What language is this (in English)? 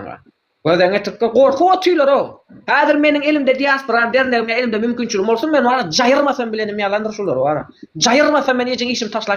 Turkmen